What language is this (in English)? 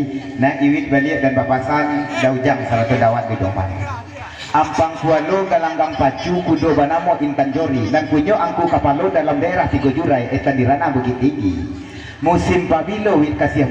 Minangkabau